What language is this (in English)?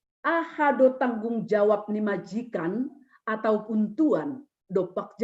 Batak Simalungun